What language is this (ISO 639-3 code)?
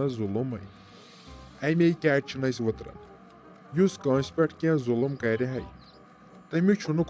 kas